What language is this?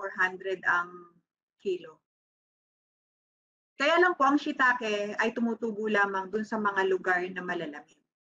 Filipino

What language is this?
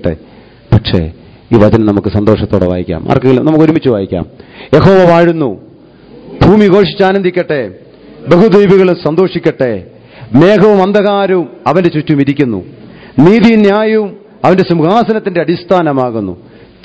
Malayalam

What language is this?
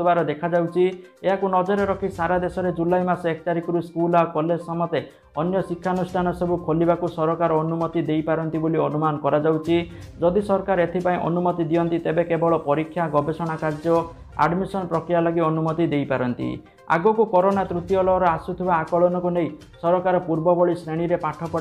Odia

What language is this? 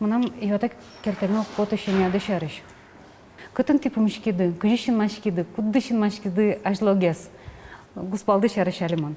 Udmurt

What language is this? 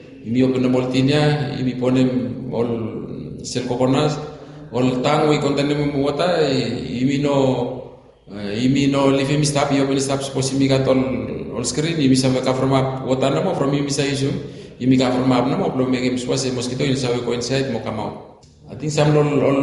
Bislama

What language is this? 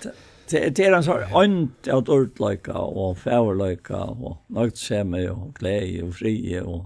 Faroese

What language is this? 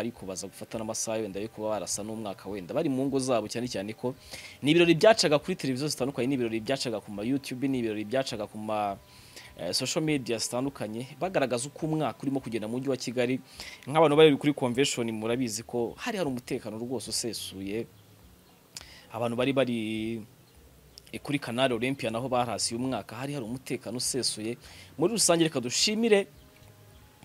Kinyarwanda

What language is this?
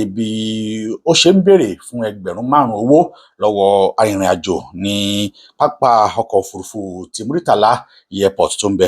Yoruba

